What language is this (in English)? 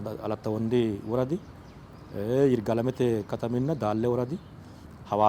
Sidamo